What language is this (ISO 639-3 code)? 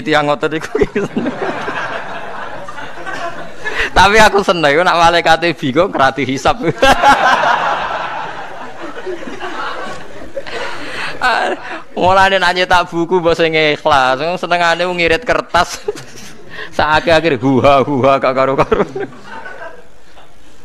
jav